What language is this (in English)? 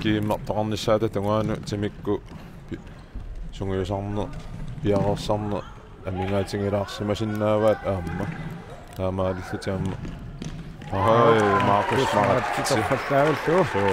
Kalaallisut